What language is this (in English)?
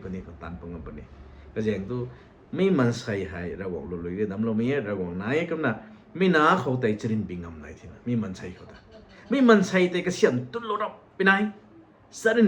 Rongmei Naga